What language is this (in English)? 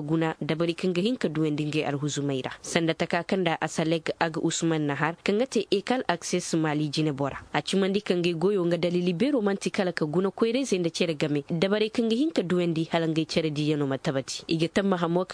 Koyraboro Senni